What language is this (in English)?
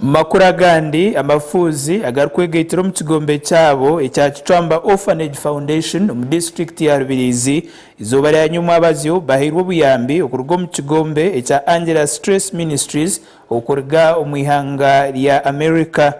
Nyankole